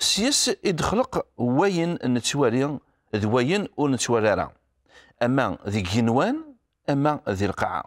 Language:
Kabyle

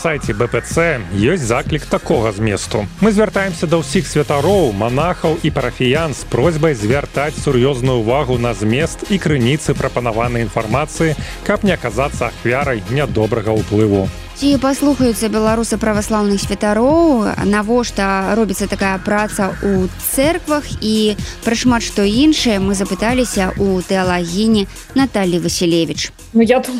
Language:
Belarusian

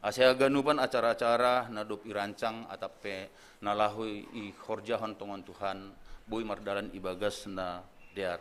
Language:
Batak Simalungun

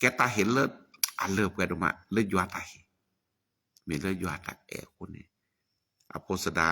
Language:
S'gaw Karen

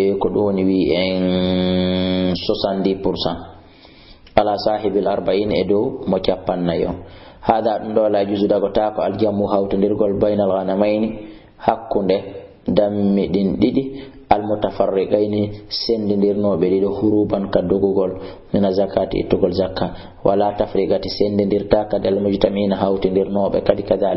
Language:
Fula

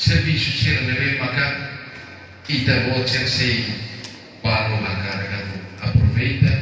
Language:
Tetum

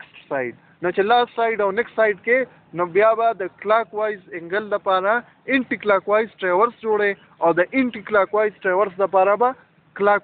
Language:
Pashto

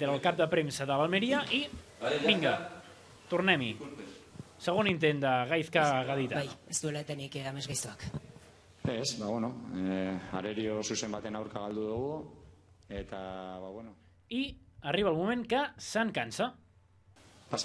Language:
Catalan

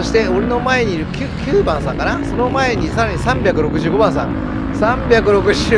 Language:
Japanese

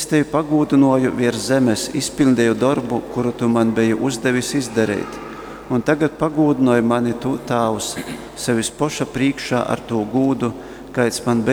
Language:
Latgalian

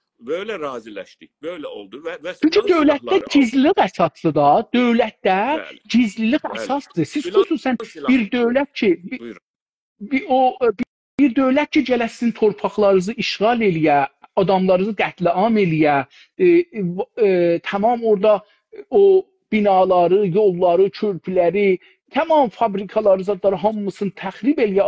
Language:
South Azerbaijani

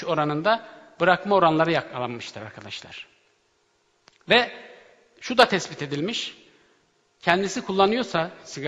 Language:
Turkish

